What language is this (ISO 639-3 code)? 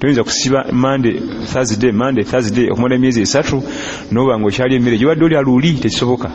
lug